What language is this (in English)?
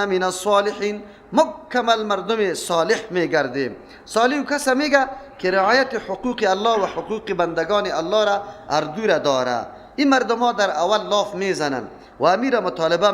Persian